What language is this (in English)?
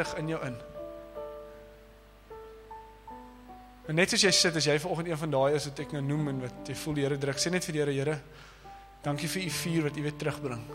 Afrikaans